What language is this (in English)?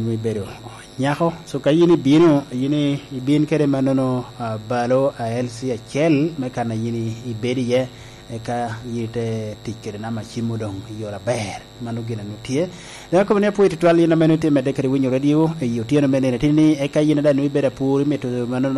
Lango (Uganda)